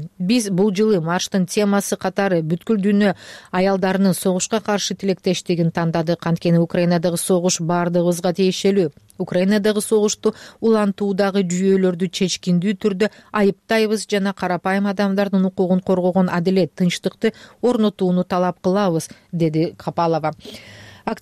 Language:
Kyrgyz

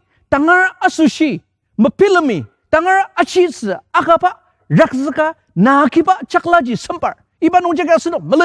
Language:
Ao Naga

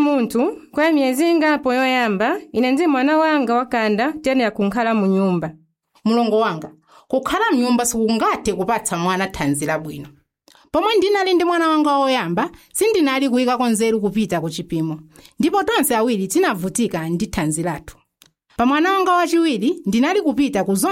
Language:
Nyanja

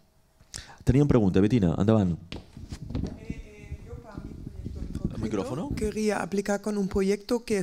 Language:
Catalan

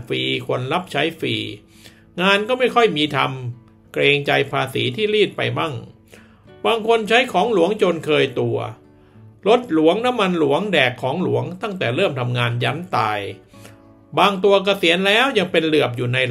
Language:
Thai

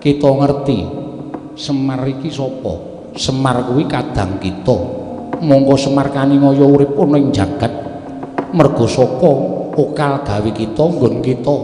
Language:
Javanese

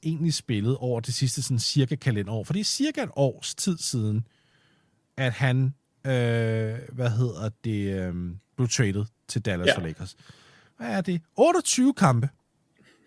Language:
Danish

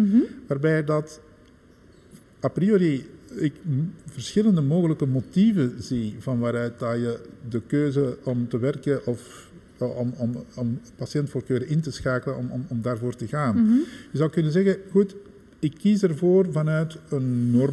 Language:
Dutch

